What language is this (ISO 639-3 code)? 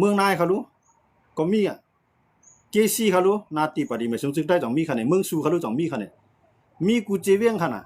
shn